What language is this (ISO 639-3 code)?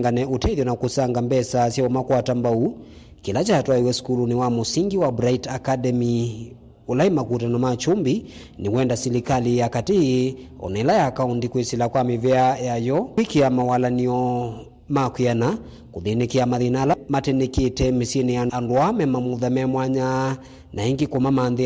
kam